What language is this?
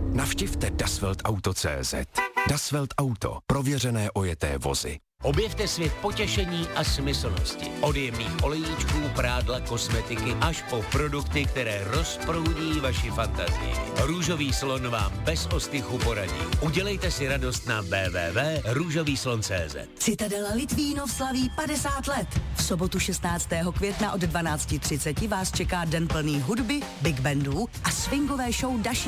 Czech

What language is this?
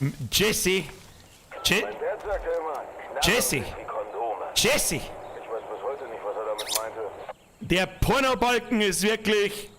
Bavarian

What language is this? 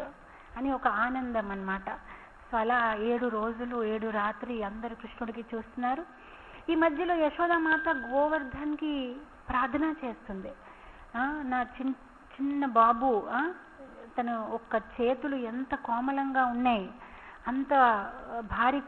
Telugu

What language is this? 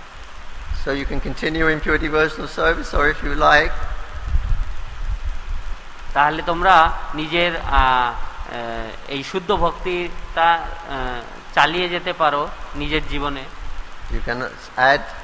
Bangla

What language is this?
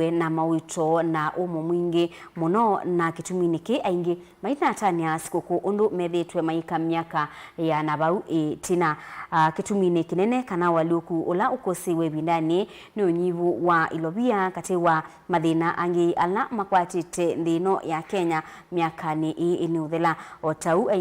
Kamba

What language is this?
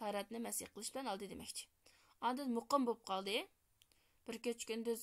Uyghur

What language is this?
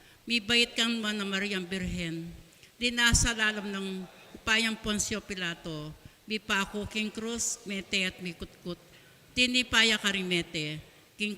Pampanga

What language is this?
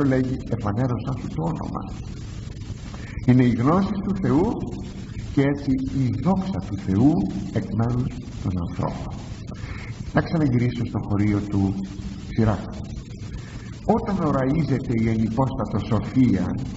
Greek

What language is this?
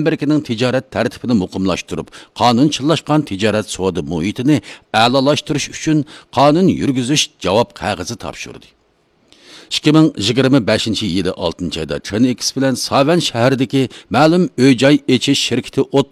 Uyghur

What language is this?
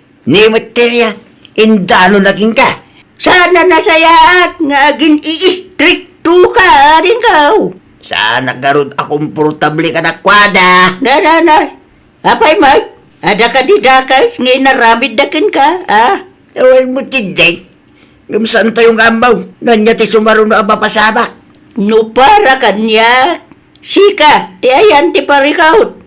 Iloko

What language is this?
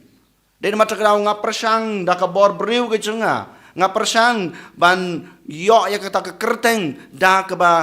Khasi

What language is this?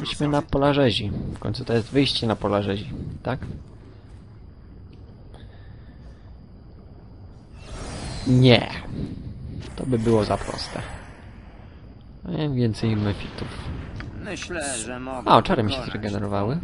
Polish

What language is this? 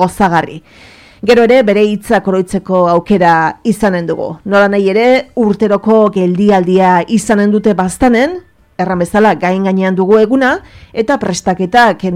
Basque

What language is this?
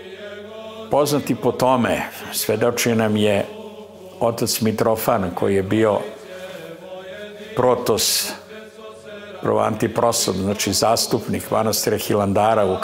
Serbian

